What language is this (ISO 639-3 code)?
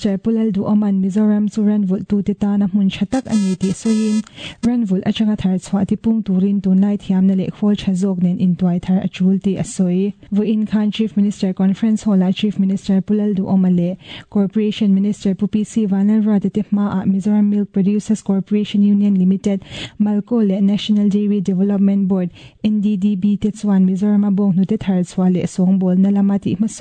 lus